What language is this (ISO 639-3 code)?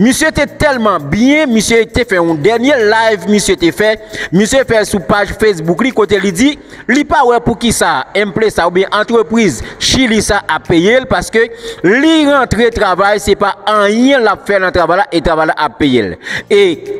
hat